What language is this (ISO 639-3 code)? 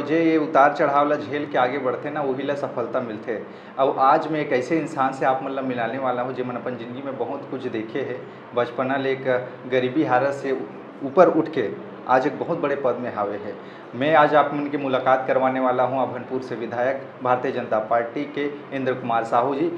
hne